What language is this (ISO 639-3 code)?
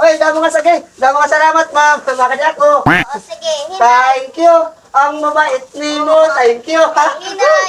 war